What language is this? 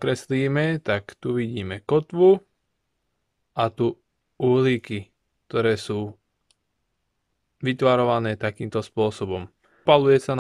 Slovak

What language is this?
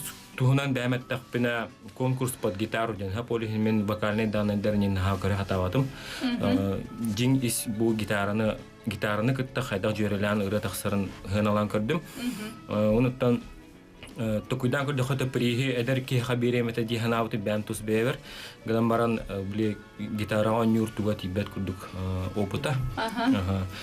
Yakut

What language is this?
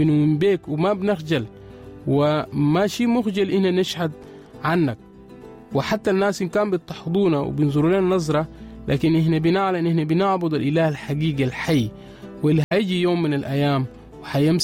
Sudanese Arabic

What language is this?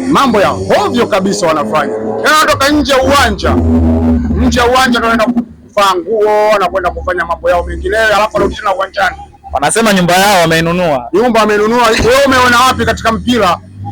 Swahili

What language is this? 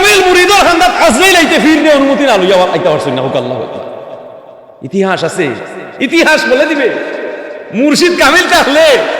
Sylheti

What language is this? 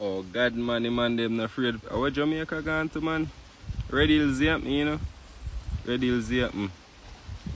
Jamaican Creole English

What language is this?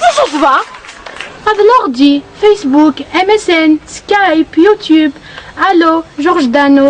Kabyle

